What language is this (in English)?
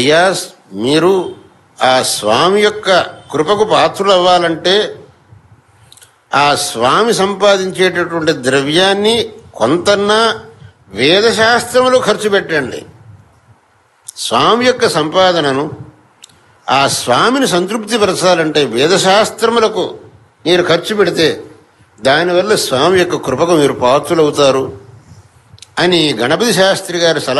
Telugu